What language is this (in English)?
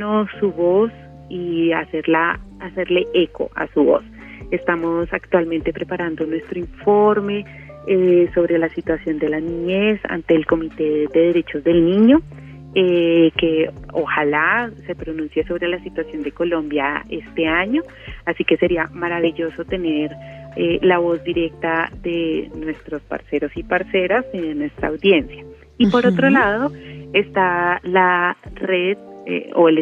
Spanish